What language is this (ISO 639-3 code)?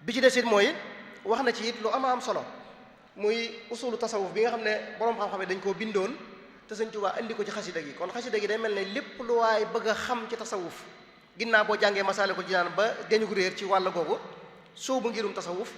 wol